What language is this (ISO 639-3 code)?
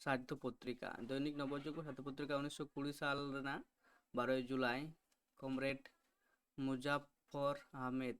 sat